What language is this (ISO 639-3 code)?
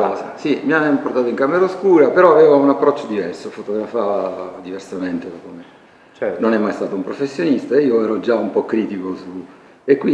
ita